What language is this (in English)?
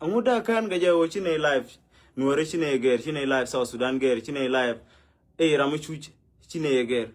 Nuer